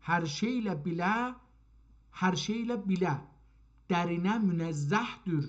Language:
South Azerbaijani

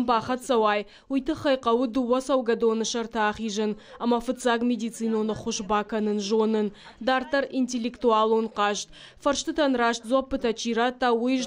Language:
Ossetic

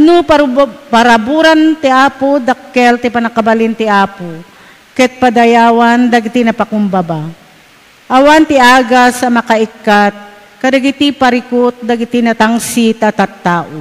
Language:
Iloko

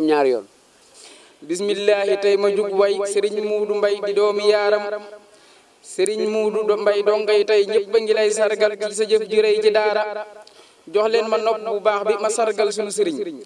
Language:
Wolof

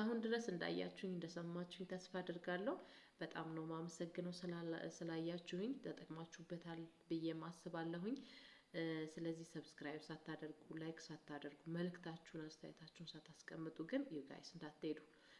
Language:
Amharic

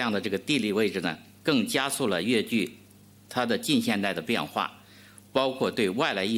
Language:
Chinese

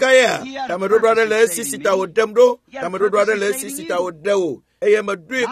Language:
Ewe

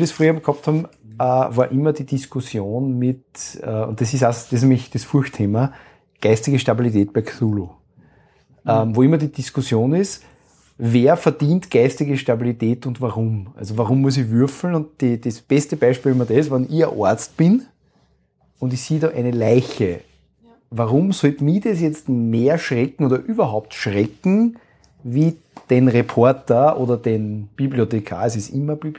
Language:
German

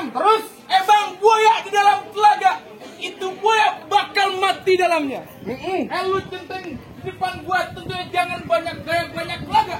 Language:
Betawi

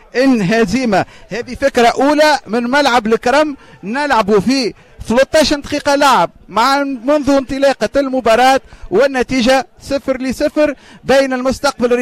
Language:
Tunisian Arabic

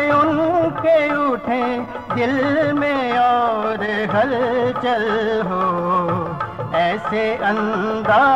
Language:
Hindi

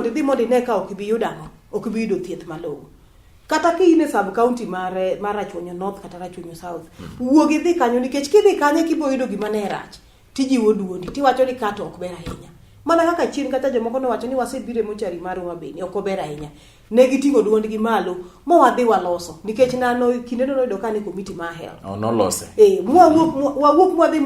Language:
Luo (Kenya and Tanzania)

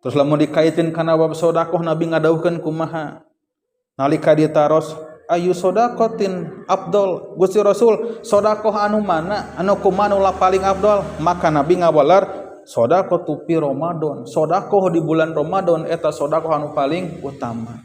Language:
Sundanese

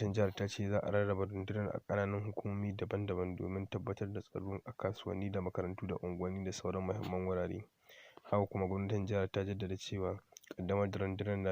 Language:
Hausa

